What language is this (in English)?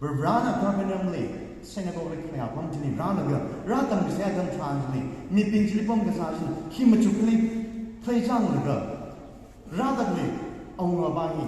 Tangkhul Naga (India)